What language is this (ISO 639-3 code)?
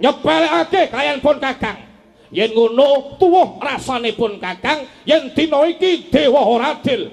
jav